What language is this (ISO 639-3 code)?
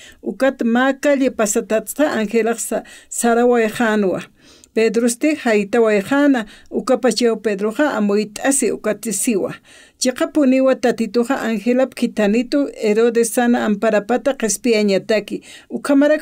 aym